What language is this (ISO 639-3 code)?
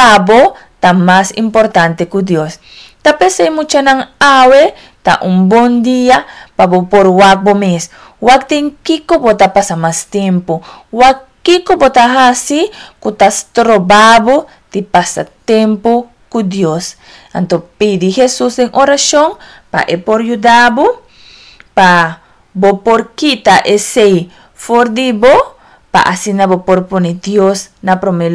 pap